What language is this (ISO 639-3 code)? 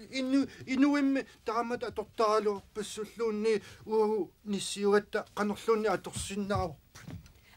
kal